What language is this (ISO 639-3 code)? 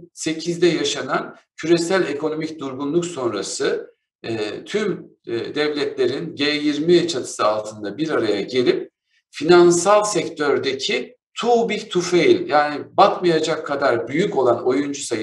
tur